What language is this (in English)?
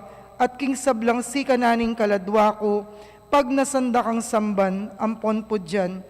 Pampanga